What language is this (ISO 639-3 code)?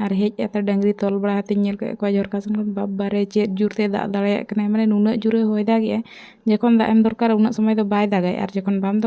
sat